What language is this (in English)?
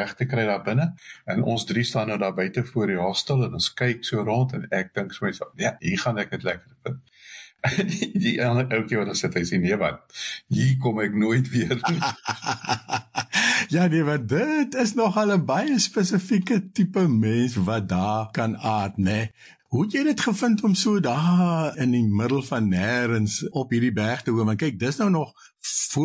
Afrikaans